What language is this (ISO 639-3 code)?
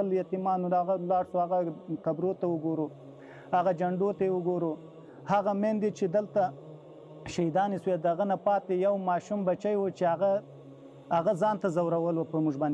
pus